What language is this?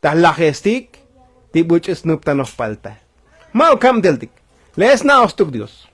Tzotzil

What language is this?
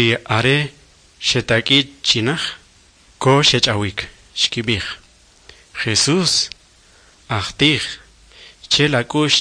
Kʼicheʼ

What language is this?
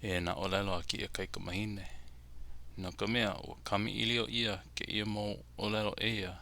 Hawaiian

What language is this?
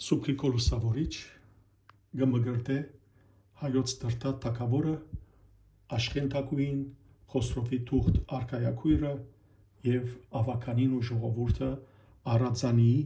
Western Armenian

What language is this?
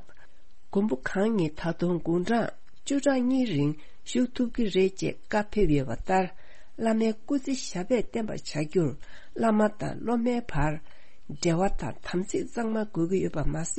Tibetan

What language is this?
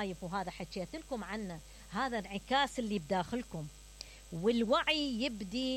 Mesopotamian Arabic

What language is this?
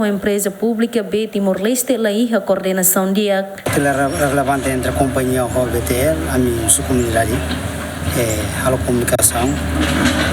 Tetum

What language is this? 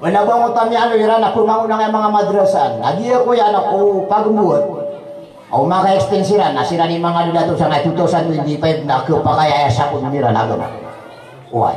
Maranao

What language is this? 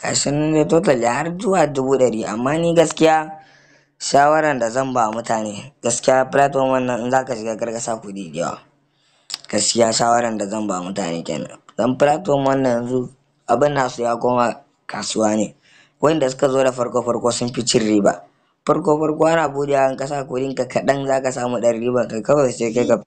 Hausa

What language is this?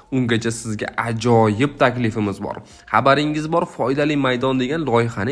Uzbek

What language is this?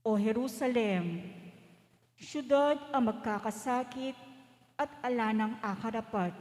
Pampanga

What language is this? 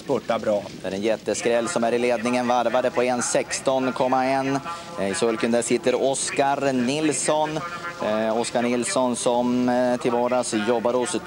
Swedish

